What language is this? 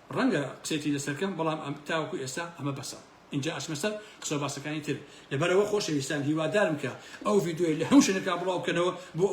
Central Kurdish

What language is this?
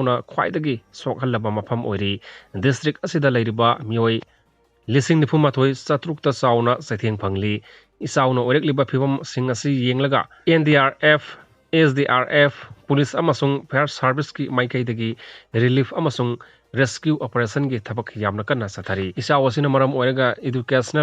Manipuri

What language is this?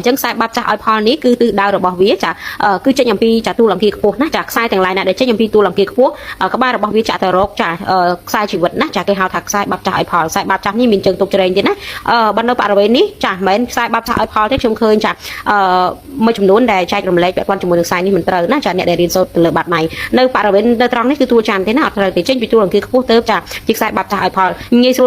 Khmer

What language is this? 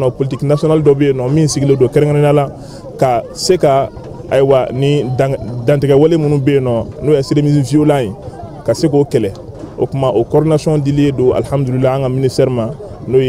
Bambara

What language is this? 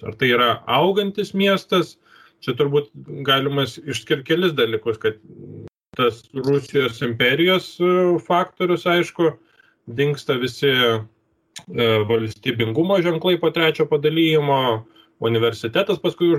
Lithuanian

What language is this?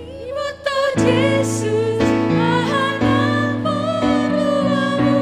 Batak Simalungun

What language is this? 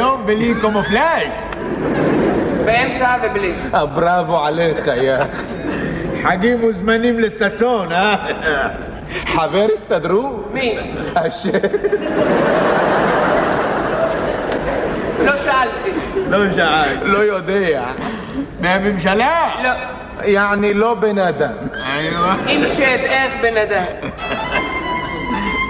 Hebrew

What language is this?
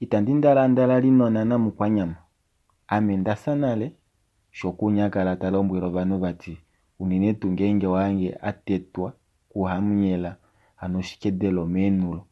Kuanyama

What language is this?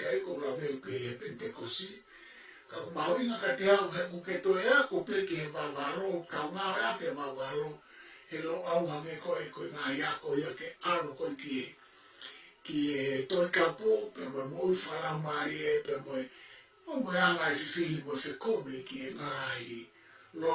Tongan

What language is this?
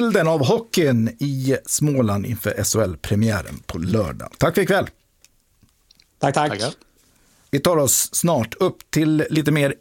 Swedish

